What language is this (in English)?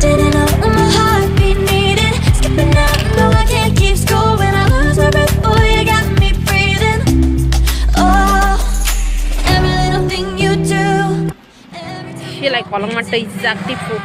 Kok Borok